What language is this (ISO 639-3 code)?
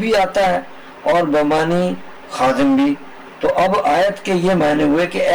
urd